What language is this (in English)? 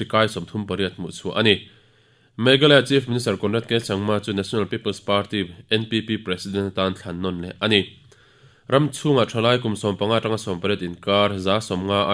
Mizo